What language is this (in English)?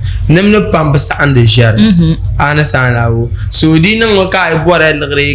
Dagbani